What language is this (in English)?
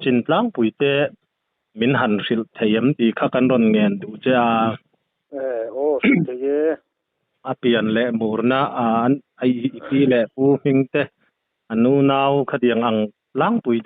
Mizo